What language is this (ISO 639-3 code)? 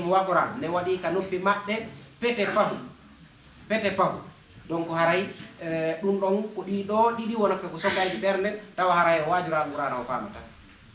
ful